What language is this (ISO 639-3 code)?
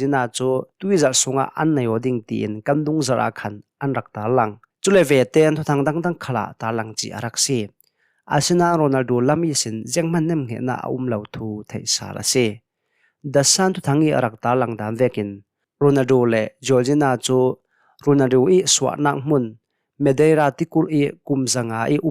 cnh